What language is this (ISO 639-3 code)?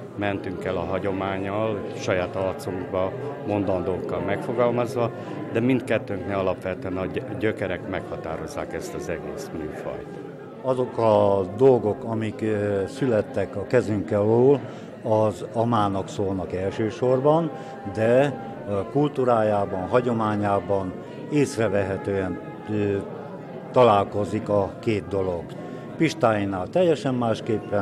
hun